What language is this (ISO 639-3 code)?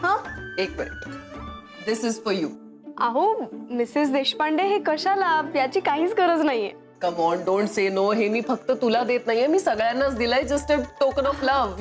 mar